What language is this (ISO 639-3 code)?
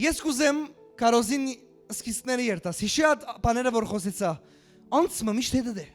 hyw